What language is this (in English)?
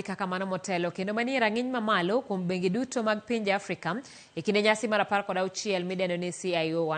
Luo (Kenya and Tanzania)